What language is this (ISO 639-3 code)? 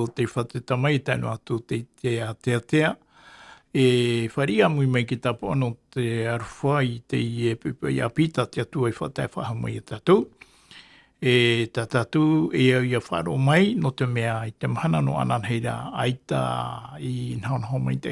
tah